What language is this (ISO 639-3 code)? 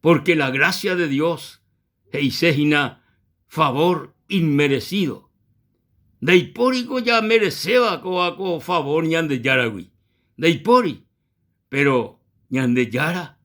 grn